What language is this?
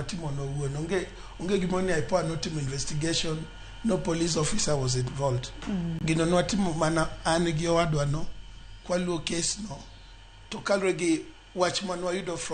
Luo (Kenya and Tanzania)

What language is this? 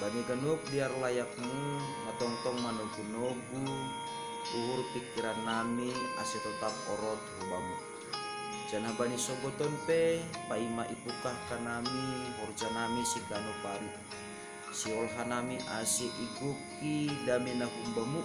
Batak Simalungun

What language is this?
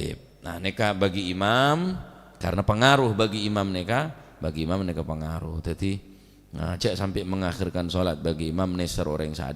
Madurese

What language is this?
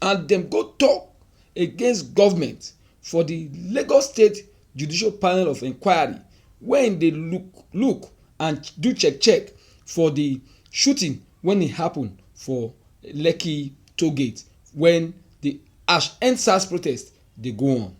Nigerian Pidgin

